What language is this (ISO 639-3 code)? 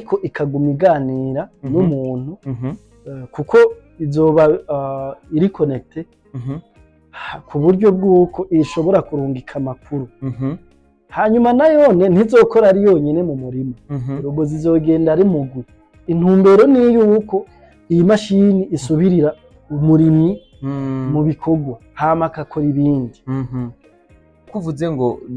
run